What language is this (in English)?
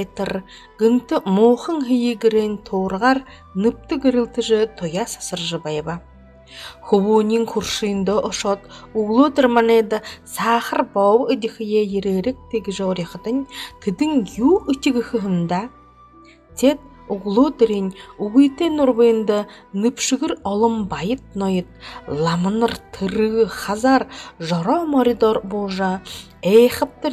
Buriat